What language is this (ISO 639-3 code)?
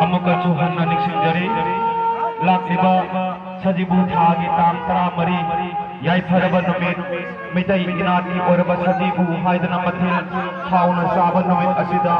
mni